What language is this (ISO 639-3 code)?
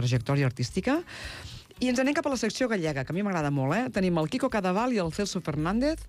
cat